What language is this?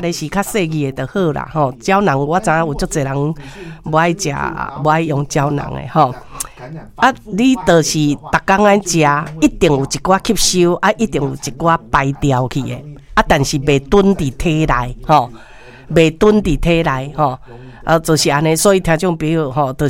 Min Nan Chinese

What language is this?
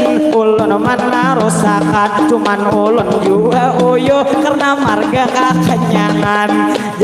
Banjar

